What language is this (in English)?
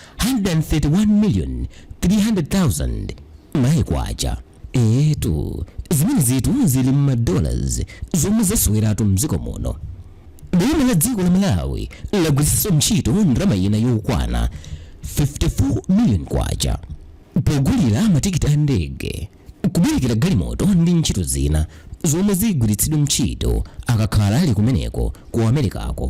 Nyanja